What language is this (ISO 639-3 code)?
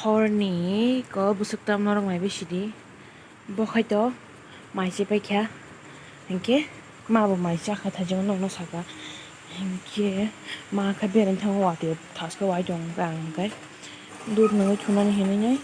trp